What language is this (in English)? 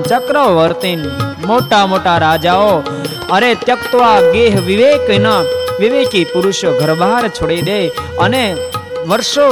Gujarati